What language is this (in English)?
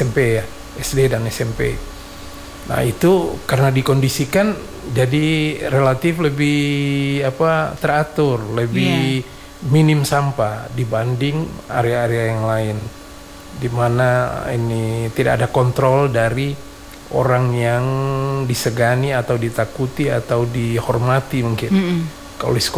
Indonesian